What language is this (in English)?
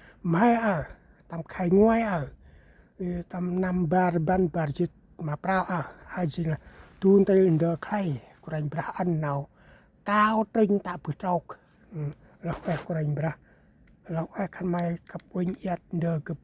Central Mnong